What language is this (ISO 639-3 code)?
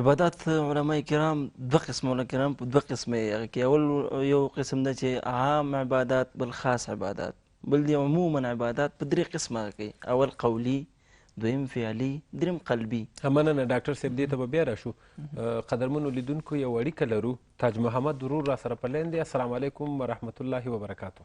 pus